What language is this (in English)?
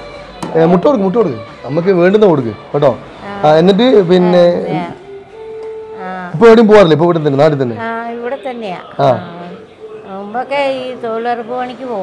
Malayalam